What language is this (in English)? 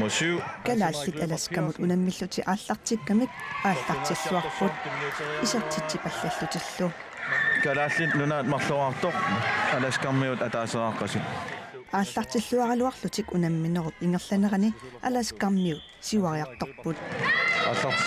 Kalaallisut